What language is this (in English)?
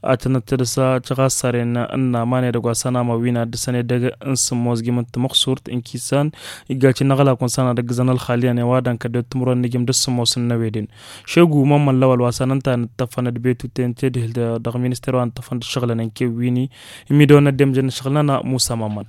Tamasheq